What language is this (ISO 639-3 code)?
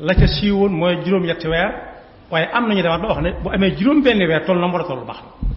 wol